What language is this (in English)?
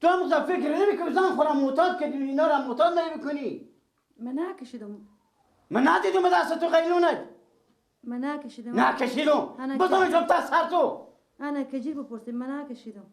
Persian